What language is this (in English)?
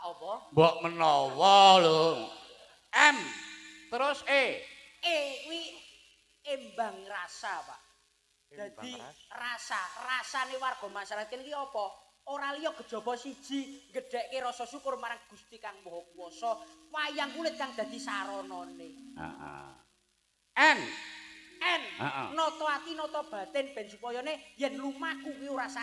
Javanese